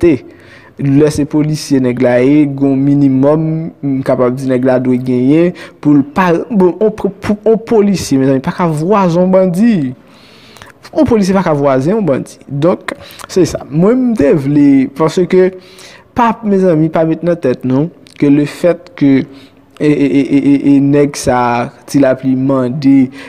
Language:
Haitian Creole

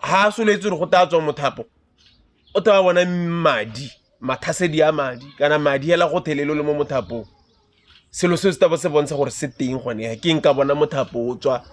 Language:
Tswana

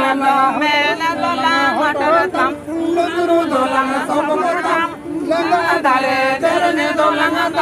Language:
Santali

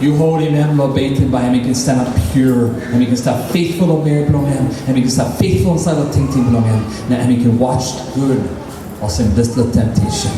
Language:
Tok Pisin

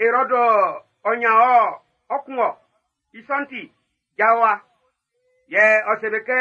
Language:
Baoulé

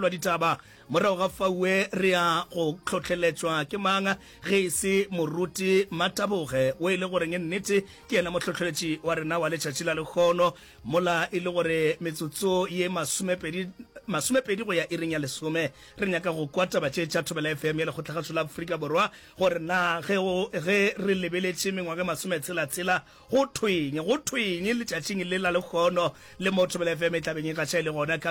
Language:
Northern Sotho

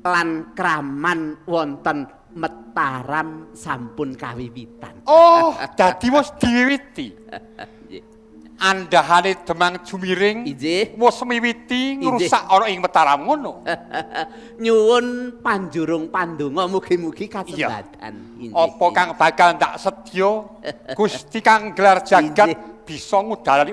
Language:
Javanese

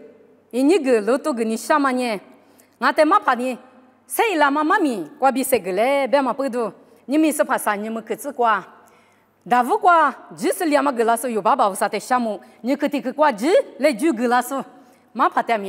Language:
Lisu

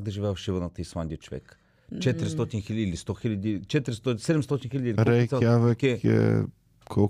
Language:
Bulgarian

